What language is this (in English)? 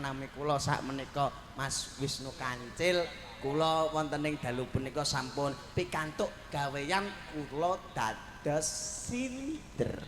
Javanese